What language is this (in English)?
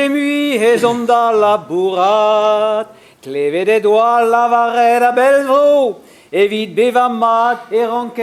Breton